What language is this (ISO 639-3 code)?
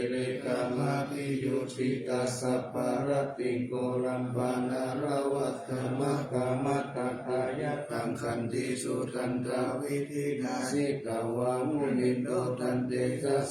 pli